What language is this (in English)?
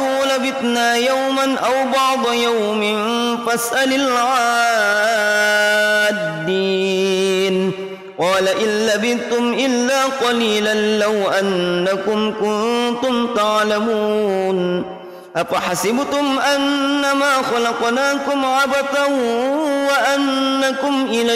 Arabic